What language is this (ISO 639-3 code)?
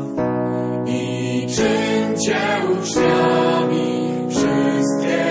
pol